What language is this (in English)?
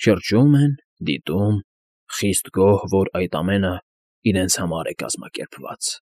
Armenian